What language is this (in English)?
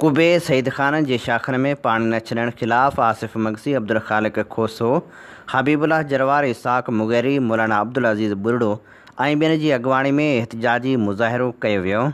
Sindhi